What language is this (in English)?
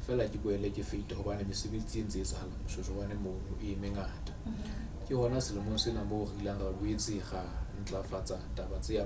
Southern Sotho